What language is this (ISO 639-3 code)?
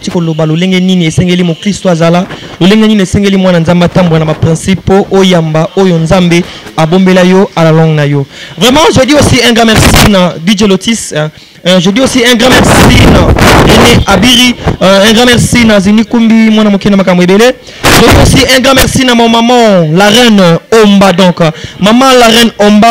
lin